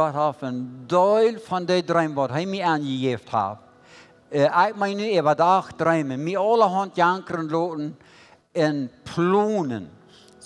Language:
Plautdietsch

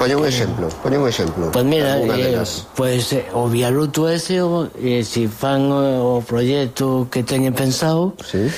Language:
Galician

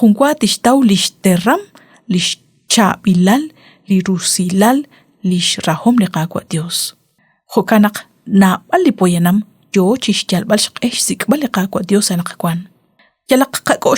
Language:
Kekchí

